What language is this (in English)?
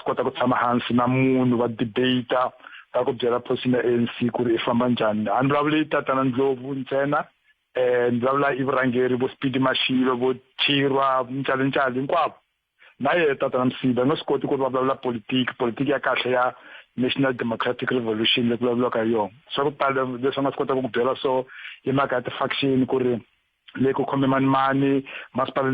Tsonga